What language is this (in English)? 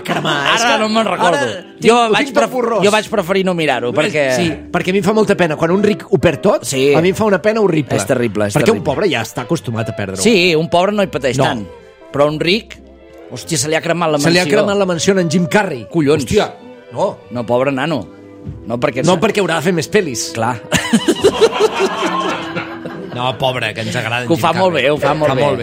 Catalan